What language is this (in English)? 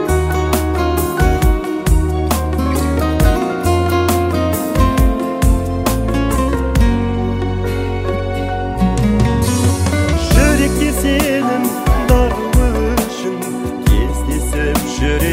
Kazakh